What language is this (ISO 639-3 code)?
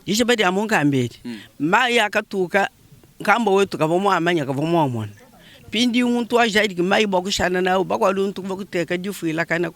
lua